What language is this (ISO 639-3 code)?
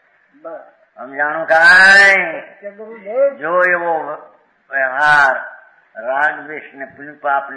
guj